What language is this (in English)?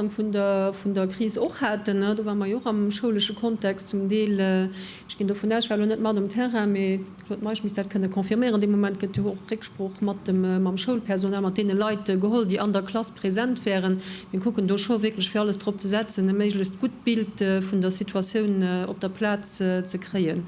Luxembourgish